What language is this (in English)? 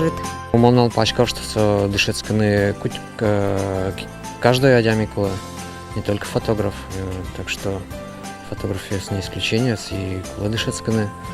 Udmurt